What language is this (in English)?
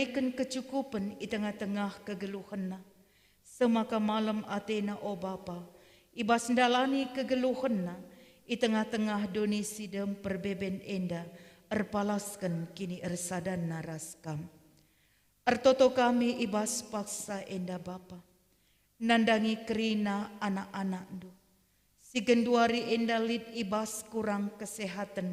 Batak Karo